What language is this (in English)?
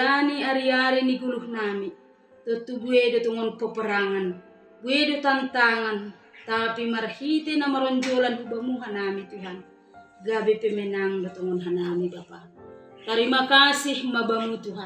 Batak Simalungun